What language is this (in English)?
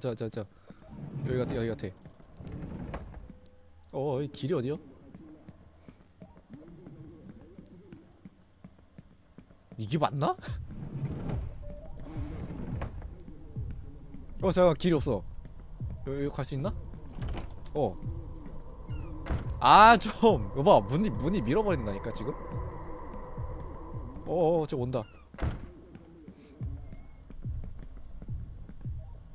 Korean